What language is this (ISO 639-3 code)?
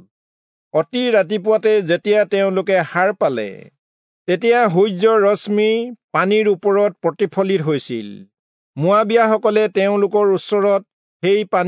asm